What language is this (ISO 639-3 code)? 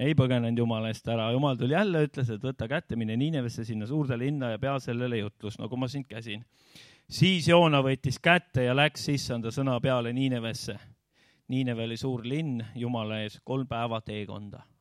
est